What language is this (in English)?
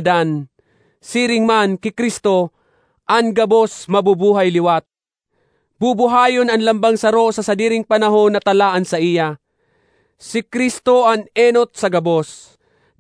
Bikol